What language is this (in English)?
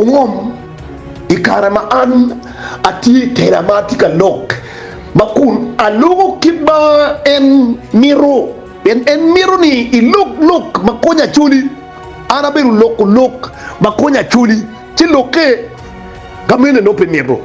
Acoli